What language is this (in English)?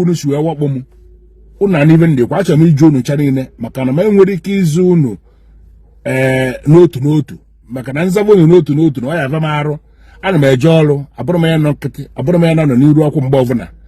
Igbo